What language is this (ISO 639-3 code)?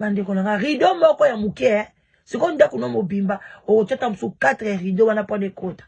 lin